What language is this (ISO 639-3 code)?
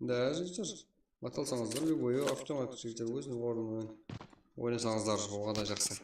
kaa